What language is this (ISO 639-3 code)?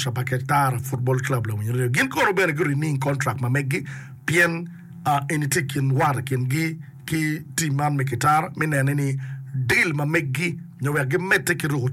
ach